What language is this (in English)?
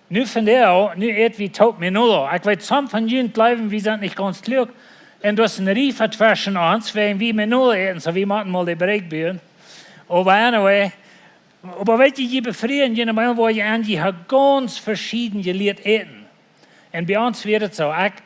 Plautdietsch